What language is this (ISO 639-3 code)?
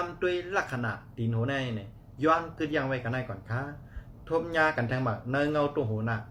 shn